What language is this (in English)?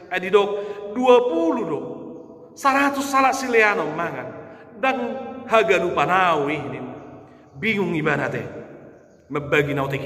Batak Toba